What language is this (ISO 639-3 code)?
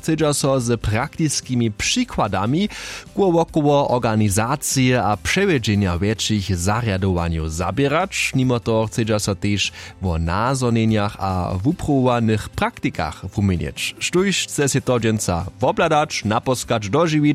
hsb